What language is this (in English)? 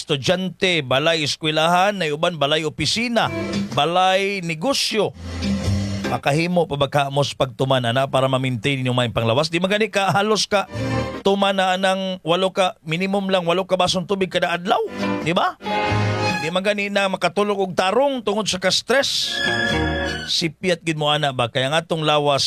Cebuano